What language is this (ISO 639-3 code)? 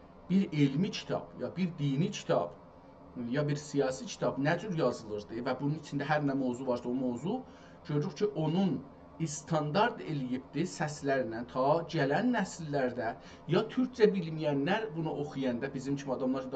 azb